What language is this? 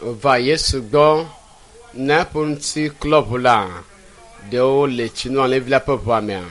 Ewe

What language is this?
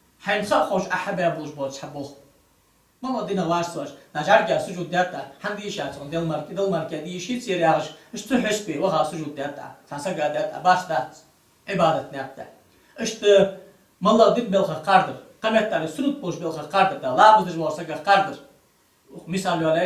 Ingush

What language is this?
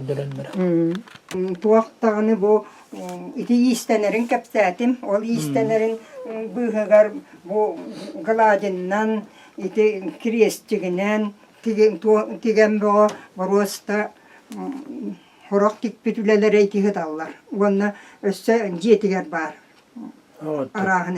Yakut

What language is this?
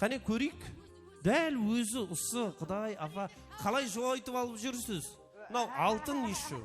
Kara-Kalpak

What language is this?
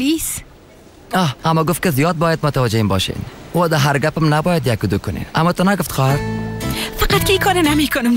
Persian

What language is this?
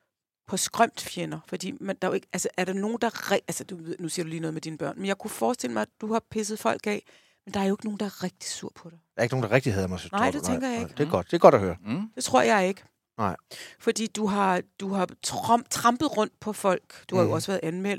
Danish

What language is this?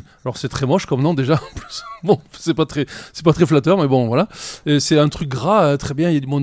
French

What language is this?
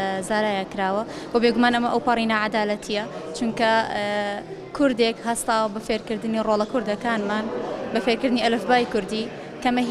Central Kurdish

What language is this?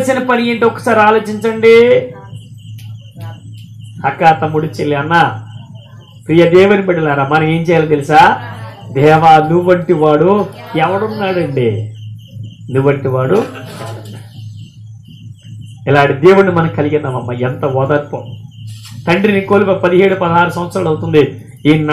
Telugu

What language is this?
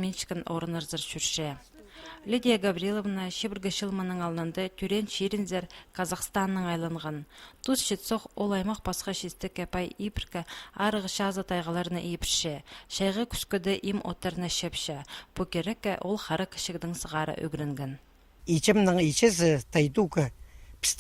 Khakas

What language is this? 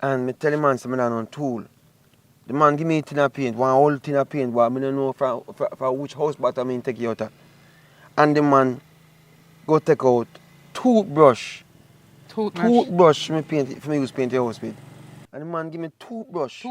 Jamaican Creole English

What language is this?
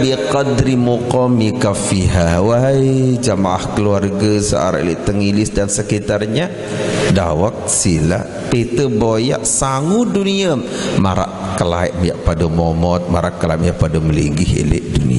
Sasak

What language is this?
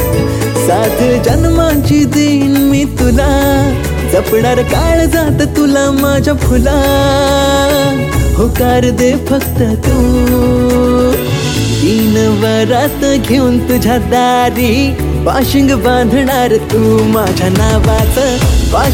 Marathi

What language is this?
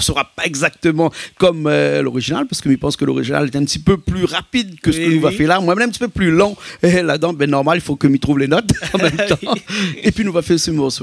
Réunion Creole French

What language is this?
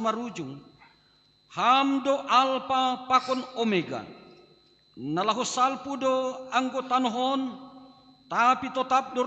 Batak Simalungun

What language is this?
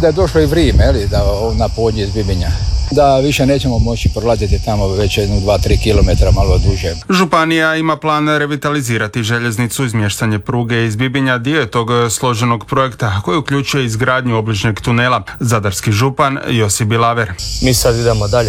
Croatian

